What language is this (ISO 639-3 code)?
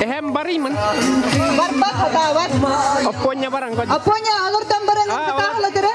sah